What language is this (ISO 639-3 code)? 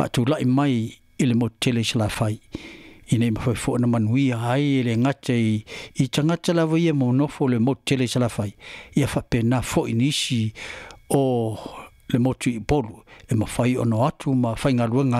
smo